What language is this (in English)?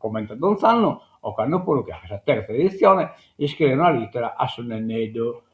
Sardinian